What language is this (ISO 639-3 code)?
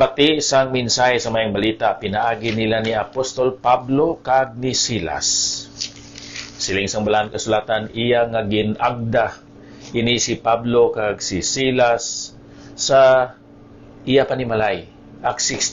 hil